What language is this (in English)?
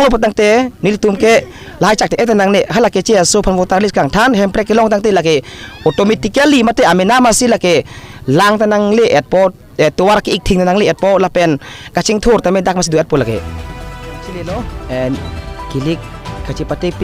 Karbi